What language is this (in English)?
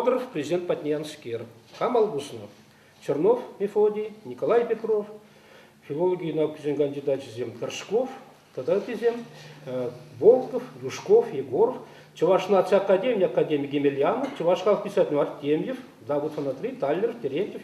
Chuvash